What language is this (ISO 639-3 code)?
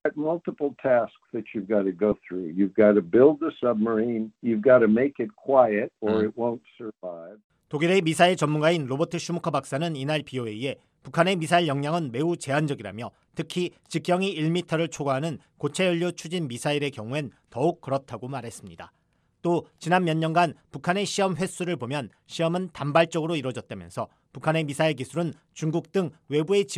kor